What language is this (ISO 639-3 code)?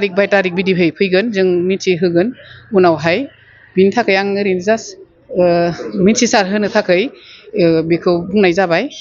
brx